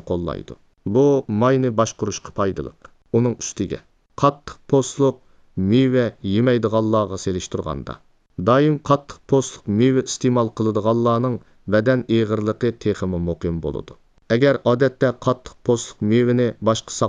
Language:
Uyghur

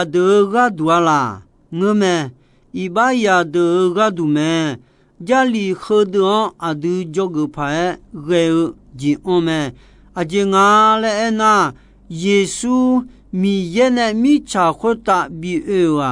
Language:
Akha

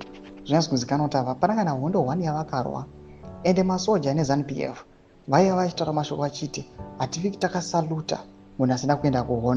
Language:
Shona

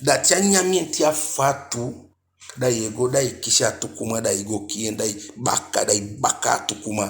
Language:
Eastern Maroon Creole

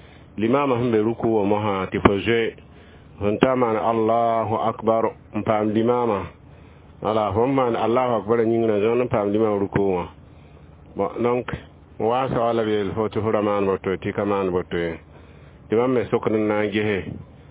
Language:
Mossi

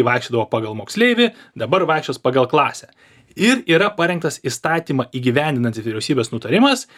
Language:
Lithuanian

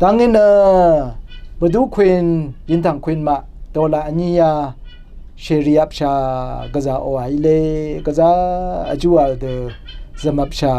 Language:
Rawang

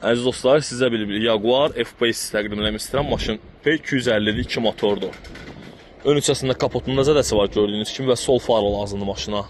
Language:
Azerbaijani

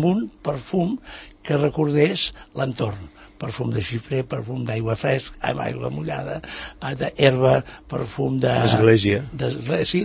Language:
Catalan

